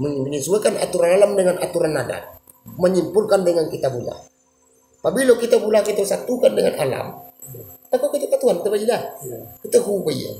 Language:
Minangkabau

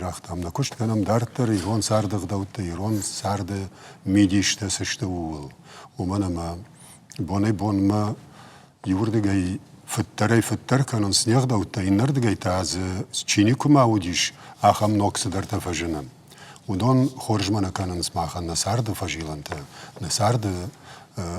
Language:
Ossetic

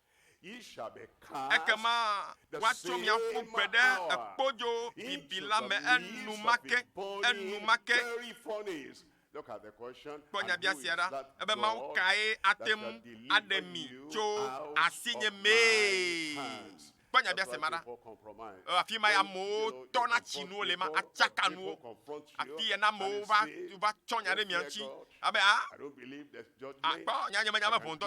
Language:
Ewe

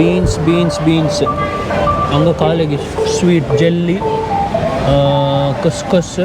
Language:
Konkani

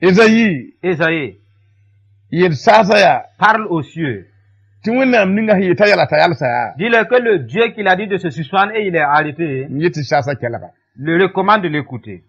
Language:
Mossi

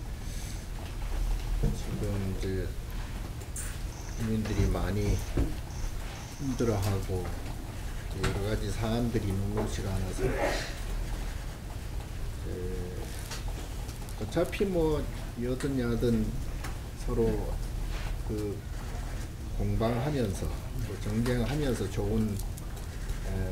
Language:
Korean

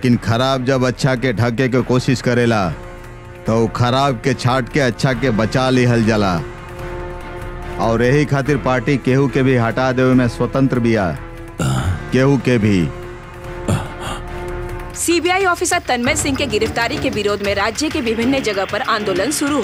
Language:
Bhojpuri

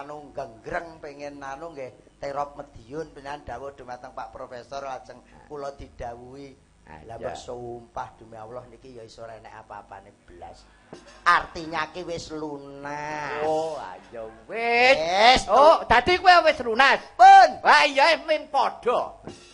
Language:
Javanese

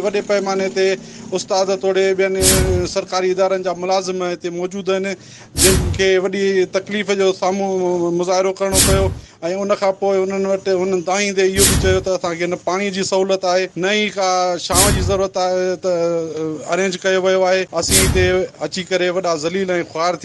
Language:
Sindhi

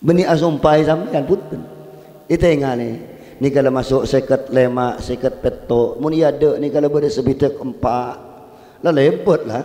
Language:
Madurese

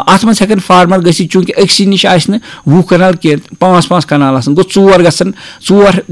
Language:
Kashmiri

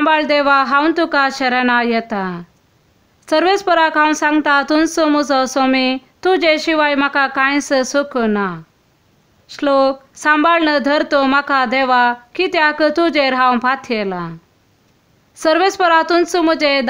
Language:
Konkani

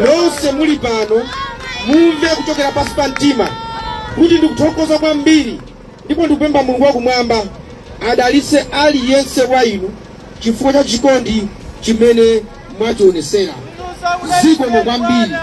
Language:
Nyanja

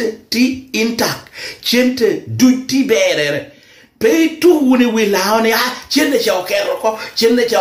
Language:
Lango (Uganda)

